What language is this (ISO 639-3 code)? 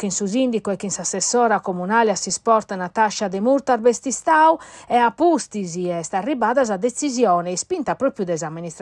srd